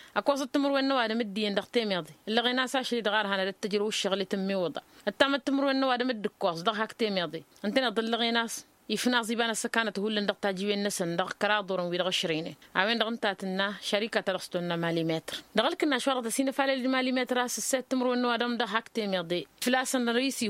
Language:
Tamasheq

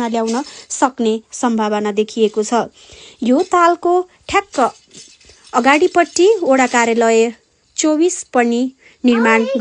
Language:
Nepali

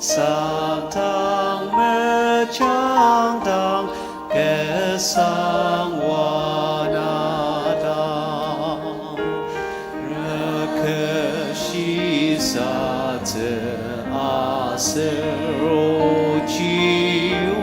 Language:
Ao Naga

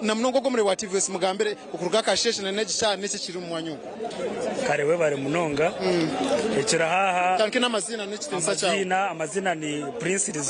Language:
Nyankole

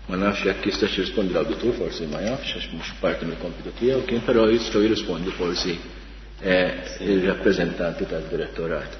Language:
Maltese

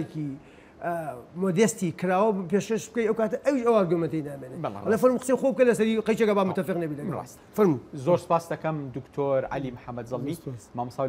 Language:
Central Kurdish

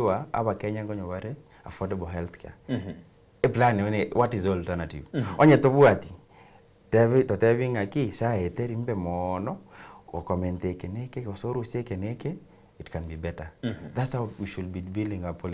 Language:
Gusii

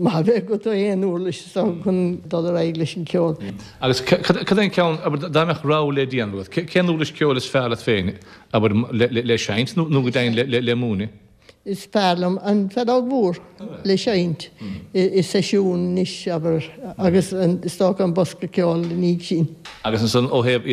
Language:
Irish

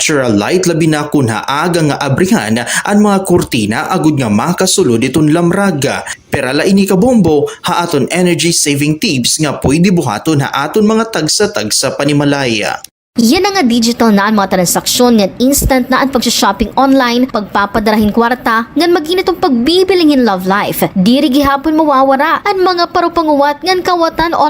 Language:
Waray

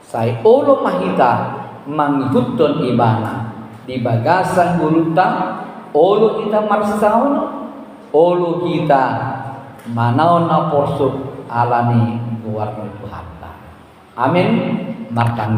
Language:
Batak Toba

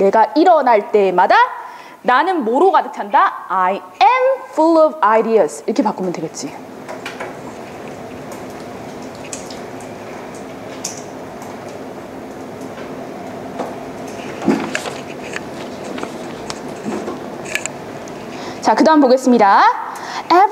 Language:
Korean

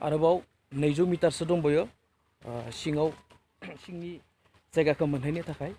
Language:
Bodo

